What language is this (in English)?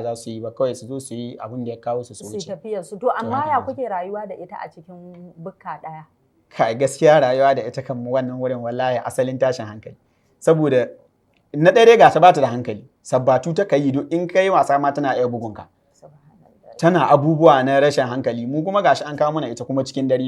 Hausa